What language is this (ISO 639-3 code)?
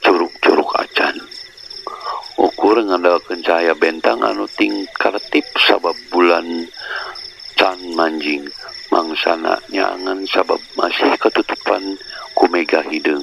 sun